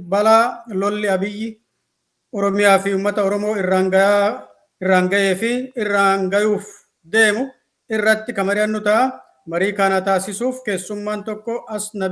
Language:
Oromo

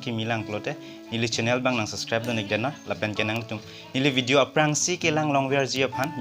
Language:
Karbi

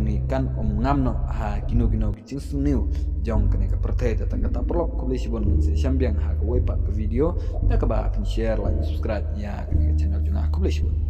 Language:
Khasi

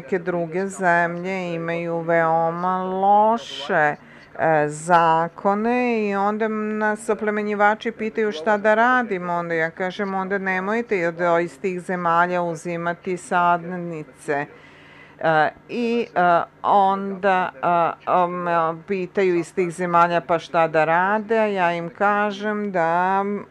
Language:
Serbian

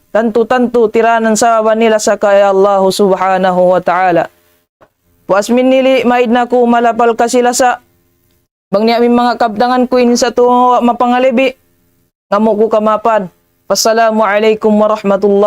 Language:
Tausug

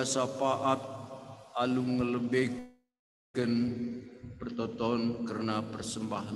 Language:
Batak Karo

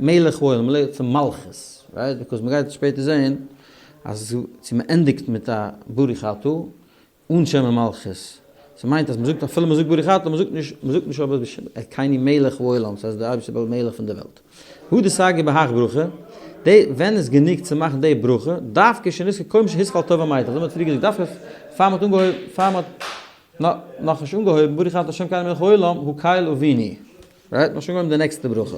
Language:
Yiddish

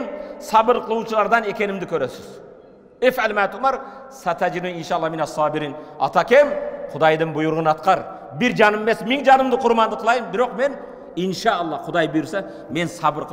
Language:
Kyrgyz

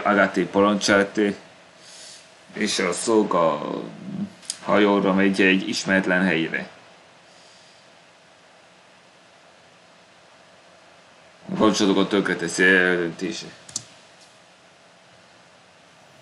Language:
Hungarian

